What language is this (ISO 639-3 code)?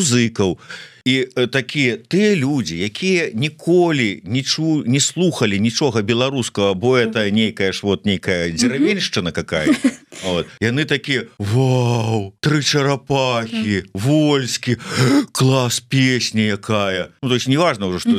bel